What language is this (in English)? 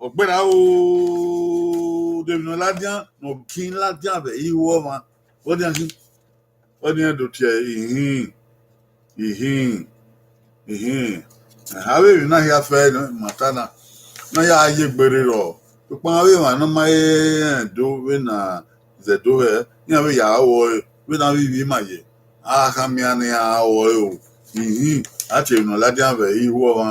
Bini